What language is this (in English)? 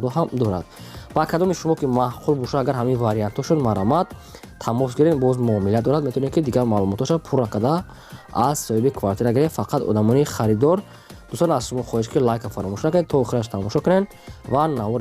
Tajik